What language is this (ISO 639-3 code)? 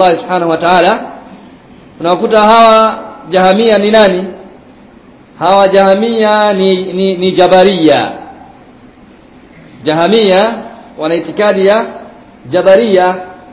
swa